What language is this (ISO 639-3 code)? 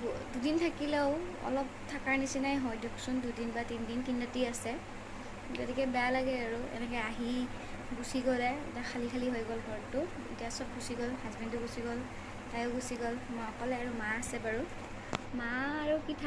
asm